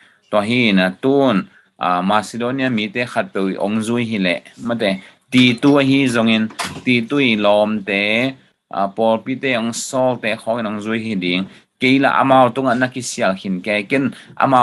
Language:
Tedim Chin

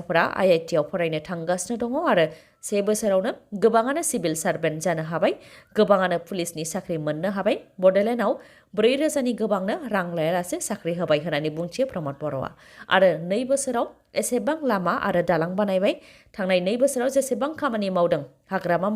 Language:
Bodo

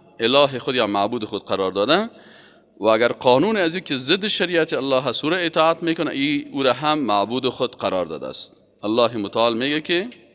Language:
Persian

